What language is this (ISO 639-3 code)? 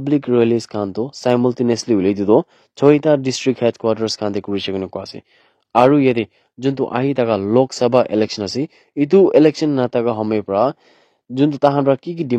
nag